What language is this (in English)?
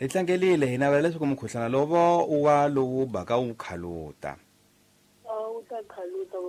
Tsonga